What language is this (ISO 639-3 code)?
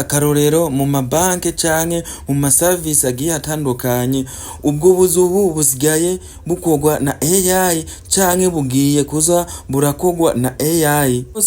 run